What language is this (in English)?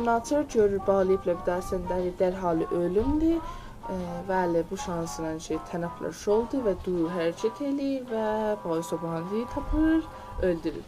South Azerbaijani